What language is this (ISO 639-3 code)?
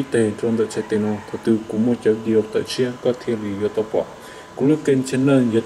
hmn